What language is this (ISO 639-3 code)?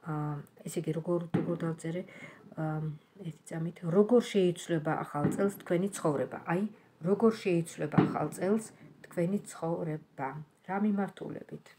kat